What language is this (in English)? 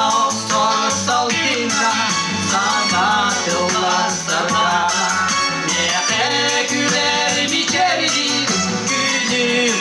Yakut